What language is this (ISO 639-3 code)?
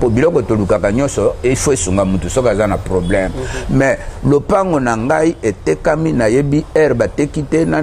lin